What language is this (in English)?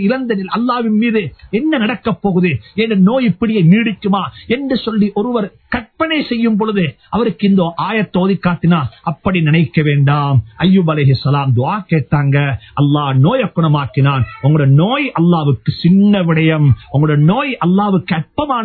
Tamil